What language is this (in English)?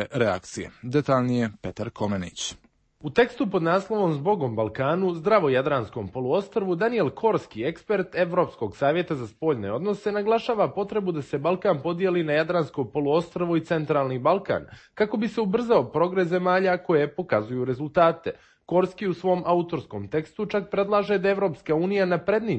Serbian